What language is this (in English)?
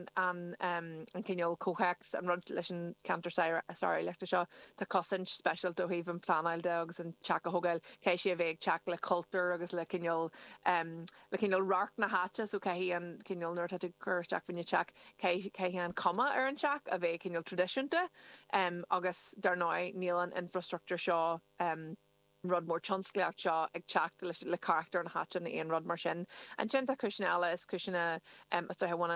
Irish